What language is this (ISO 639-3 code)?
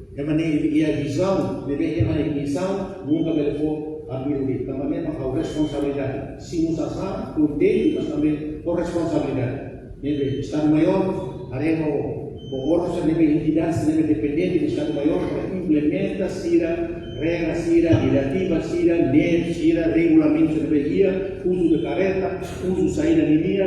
tet